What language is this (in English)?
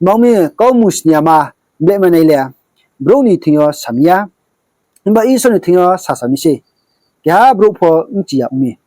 Riang (India)